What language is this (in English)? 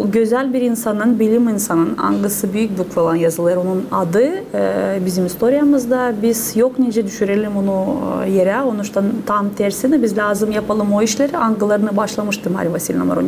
Gagauz